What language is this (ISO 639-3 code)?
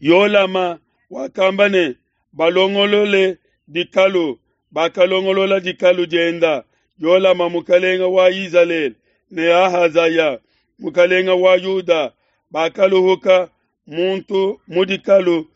lua